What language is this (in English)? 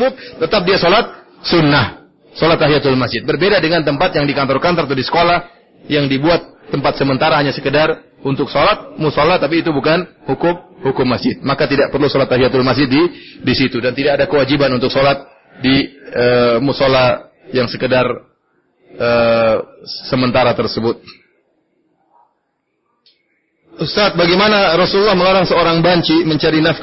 Indonesian